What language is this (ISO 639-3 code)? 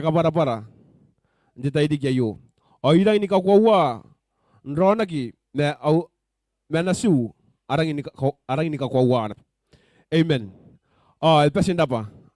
gil